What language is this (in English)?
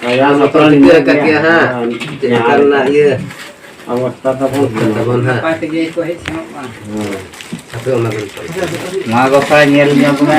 Santali